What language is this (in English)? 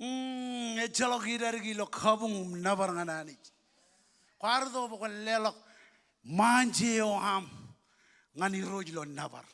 Marshallese